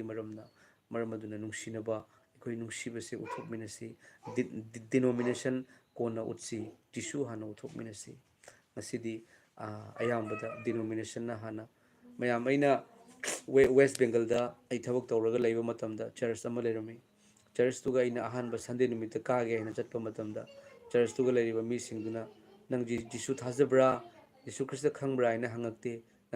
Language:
Manipuri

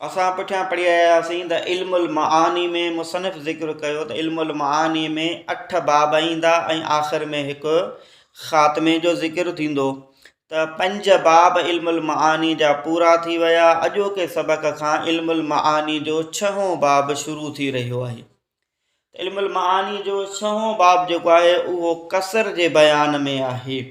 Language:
Sindhi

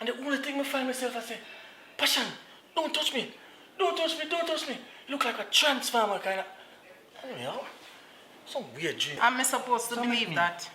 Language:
Jamaican Creole English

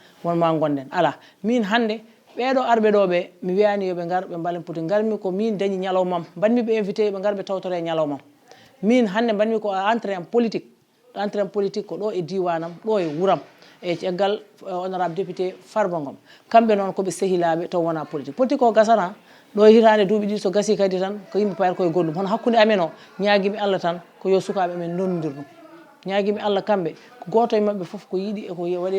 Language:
Fula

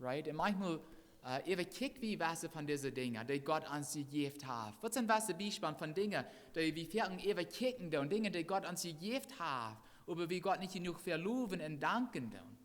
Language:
Plautdietsch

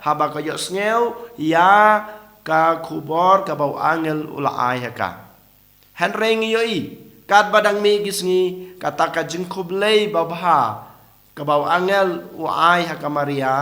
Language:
Khasi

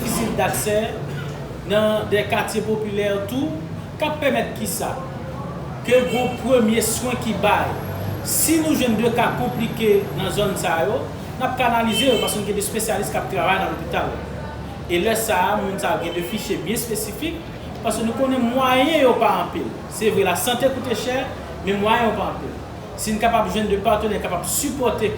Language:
Haitian Creole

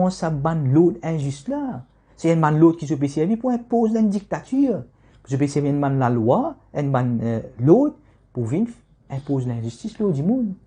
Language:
Morisyen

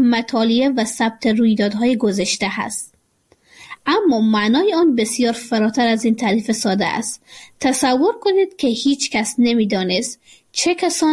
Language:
Persian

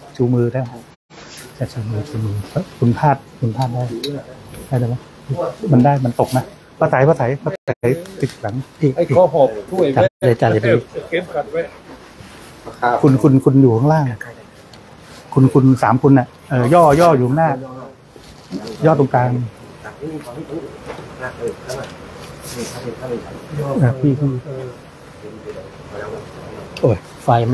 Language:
Thai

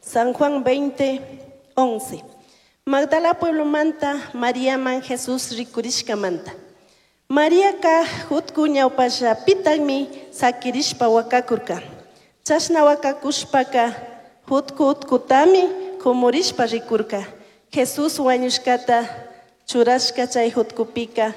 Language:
Chimborazo Highland Quichua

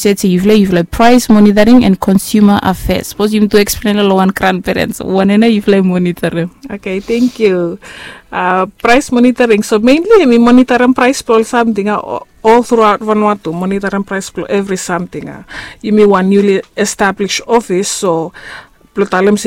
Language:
Bislama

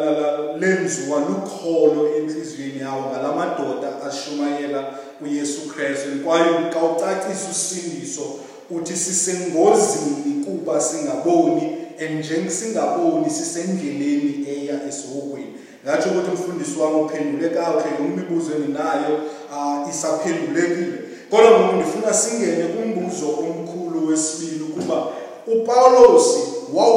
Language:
Xhosa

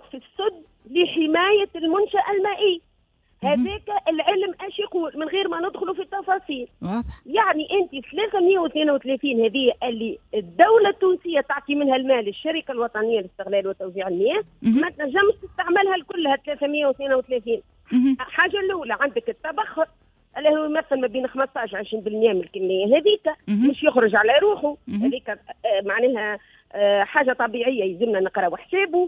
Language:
Tunisian Arabic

